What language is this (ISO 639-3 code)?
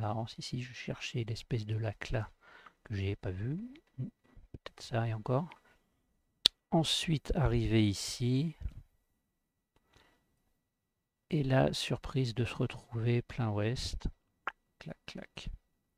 fra